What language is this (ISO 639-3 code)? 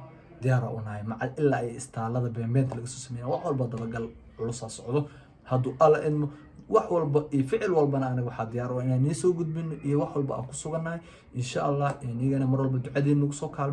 som